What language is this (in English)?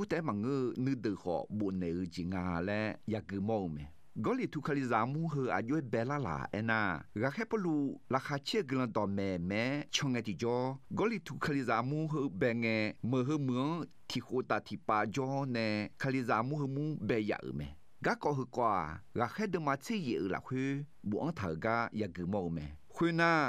Akha